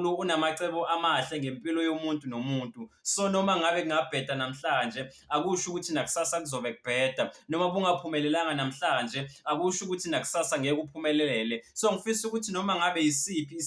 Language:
Zulu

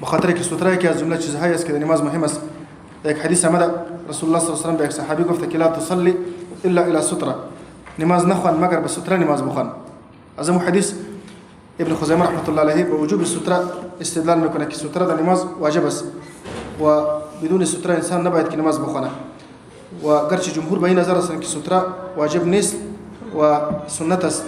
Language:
Persian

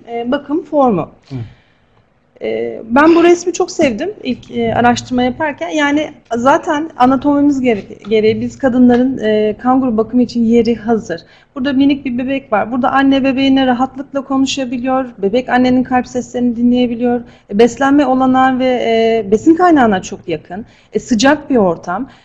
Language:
Turkish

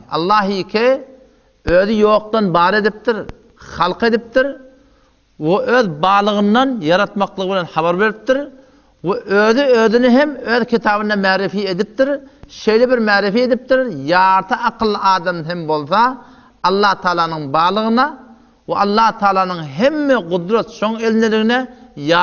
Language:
Turkmen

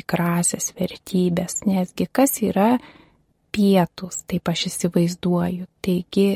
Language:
Lithuanian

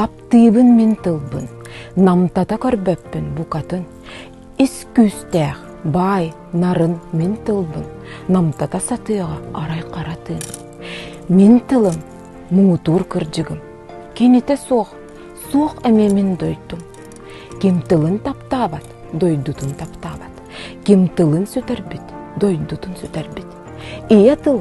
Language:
Yakut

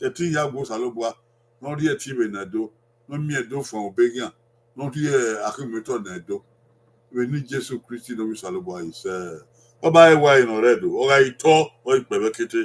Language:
Bini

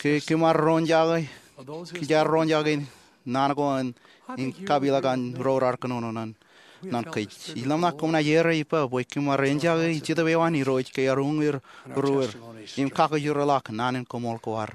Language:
Marshallese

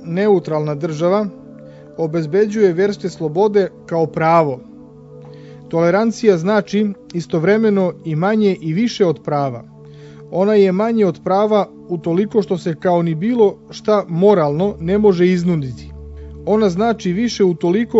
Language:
Serbian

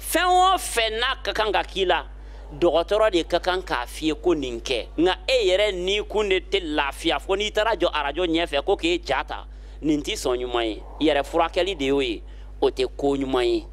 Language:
Bambara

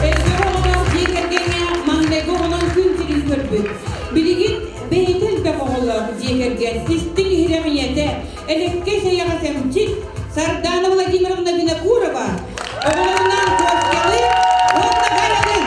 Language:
Yakut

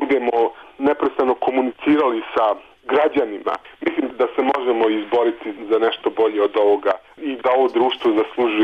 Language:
Serbian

